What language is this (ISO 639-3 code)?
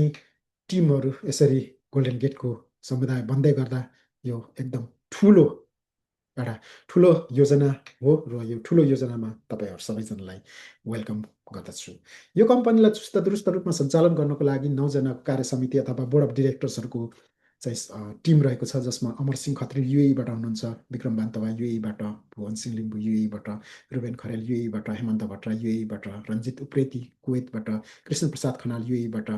nep